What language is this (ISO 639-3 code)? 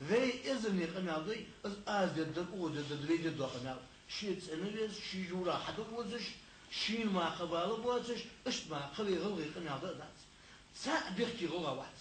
inh